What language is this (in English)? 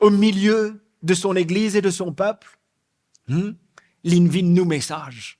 Morisyen